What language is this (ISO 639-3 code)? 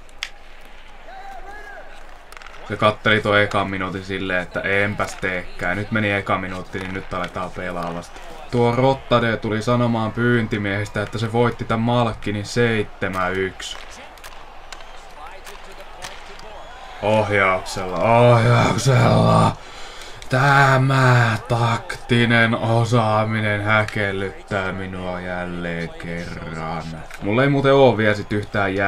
fin